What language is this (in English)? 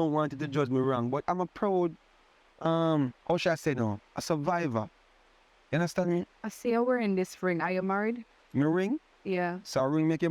Jamaican Creole English